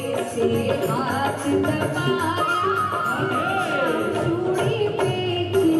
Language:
Hindi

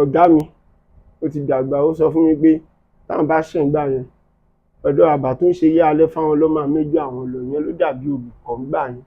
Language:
Yoruba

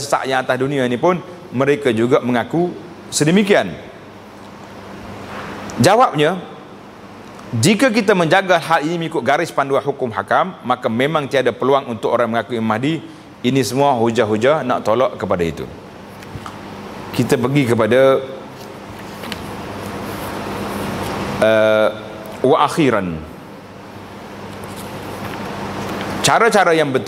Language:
Malay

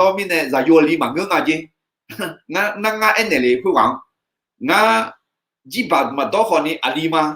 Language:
Akha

